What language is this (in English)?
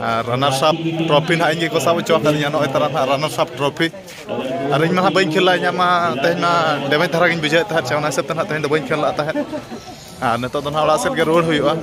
Santali